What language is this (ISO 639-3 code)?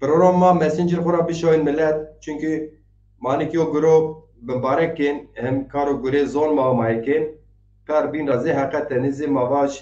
zza